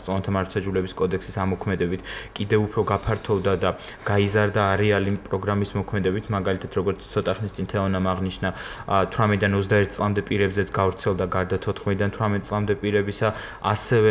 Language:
Georgian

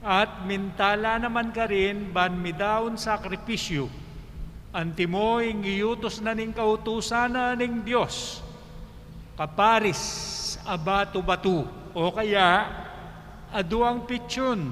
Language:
Pampanga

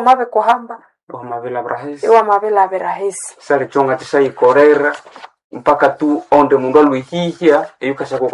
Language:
Nande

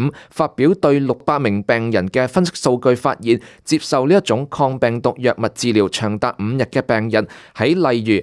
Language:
Cantonese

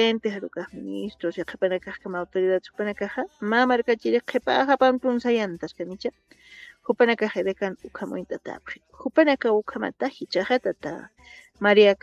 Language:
Aymara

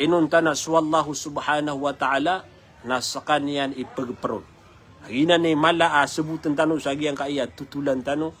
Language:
Maranao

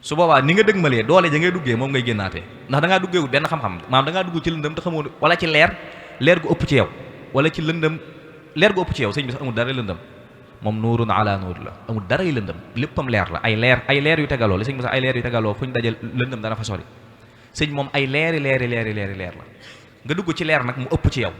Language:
Wolof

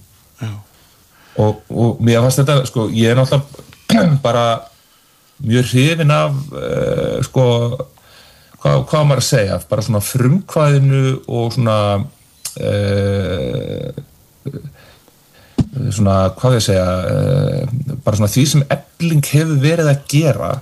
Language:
Icelandic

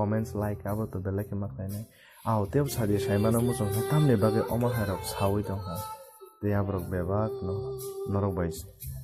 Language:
Kok Borok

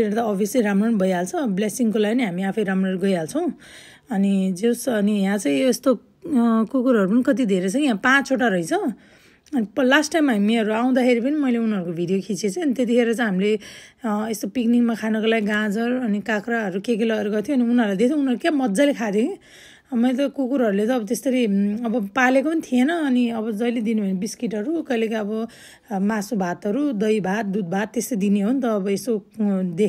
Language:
Nepali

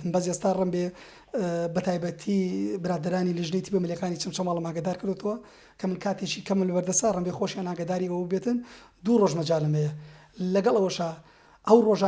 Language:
Central Kurdish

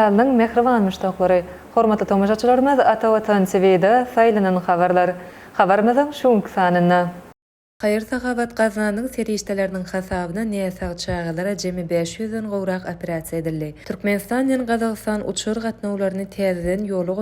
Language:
Turkmen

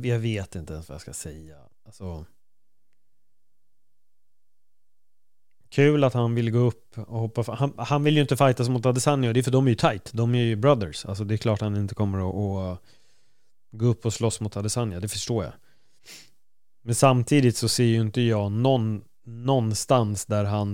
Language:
Swedish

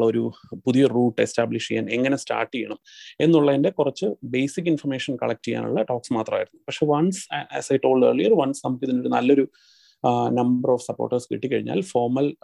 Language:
Malayalam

